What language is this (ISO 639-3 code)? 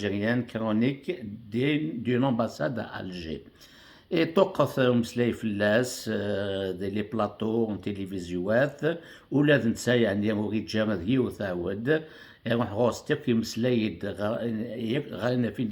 kab